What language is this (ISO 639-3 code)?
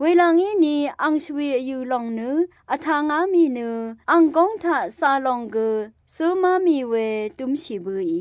raw